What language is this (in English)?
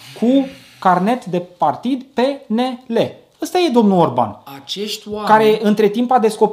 Romanian